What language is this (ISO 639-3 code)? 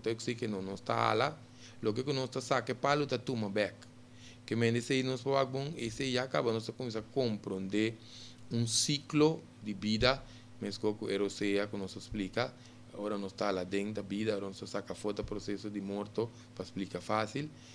pap